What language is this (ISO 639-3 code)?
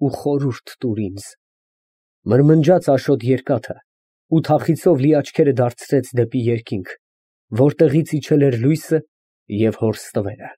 hye